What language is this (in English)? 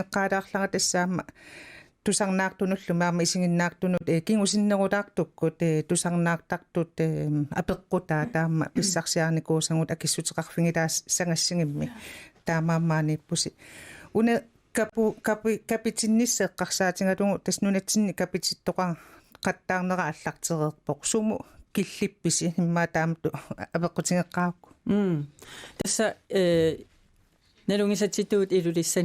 Kalaallisut